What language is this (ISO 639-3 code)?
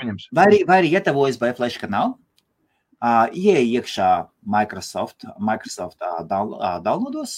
lav